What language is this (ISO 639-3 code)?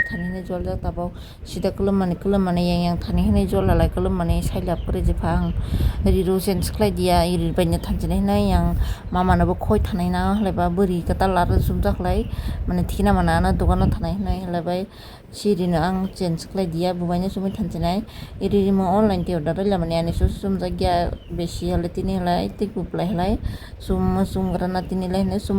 trp